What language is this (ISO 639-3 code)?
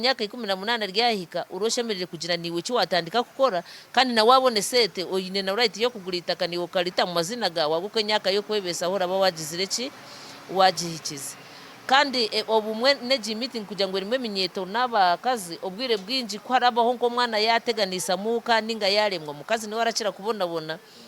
nyn